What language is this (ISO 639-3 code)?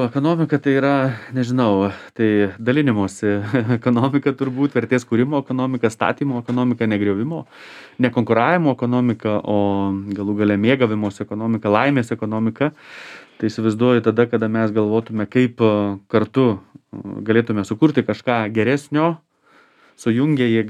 lit